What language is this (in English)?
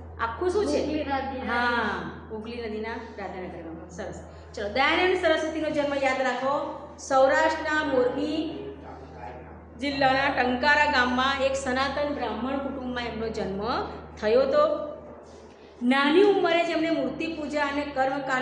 Gujarati